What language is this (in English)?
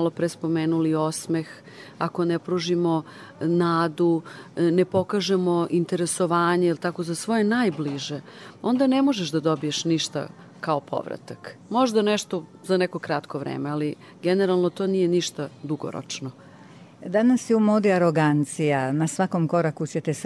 Serbian